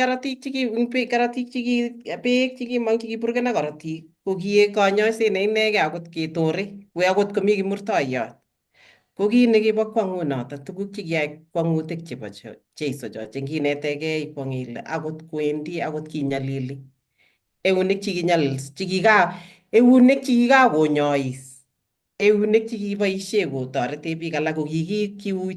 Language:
Kalenjin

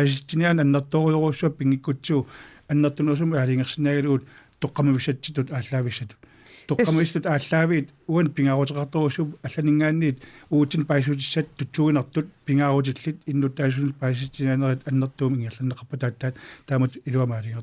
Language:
Kalaallisut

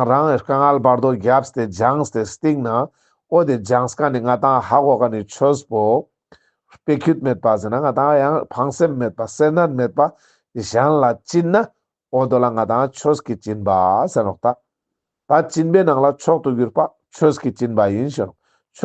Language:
Ladakhi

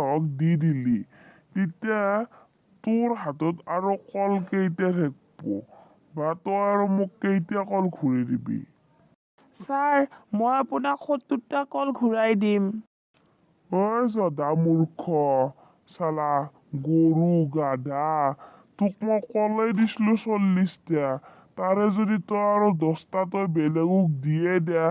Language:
Assamese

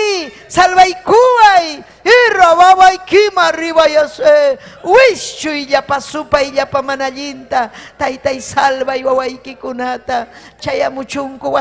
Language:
Ayacucho Quechua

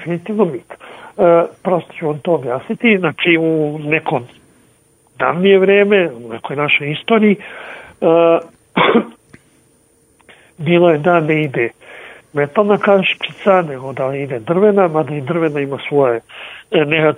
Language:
Serbian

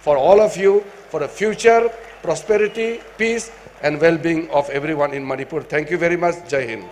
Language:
Tangkhul Naga (India)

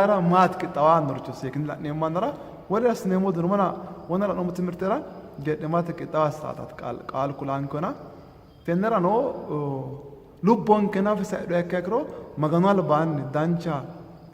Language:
Sidamo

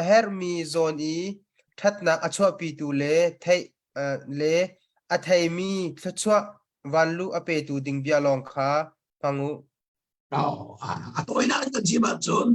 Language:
Hakha Chin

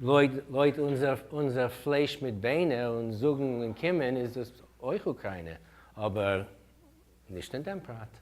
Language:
Yiddish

